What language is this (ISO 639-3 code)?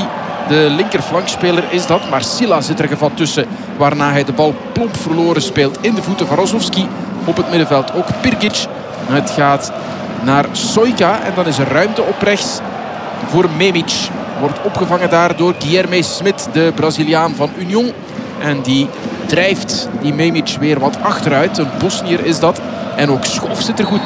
nld